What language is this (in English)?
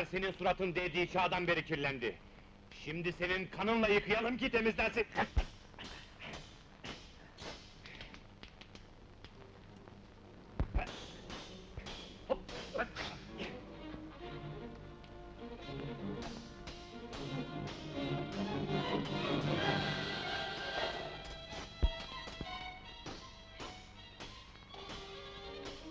Turkish